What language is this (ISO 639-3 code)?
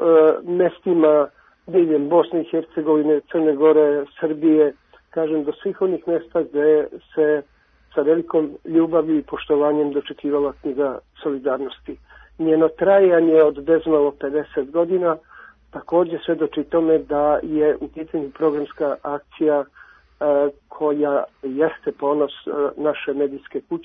srp